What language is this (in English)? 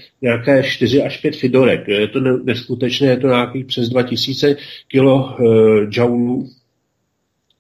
Czech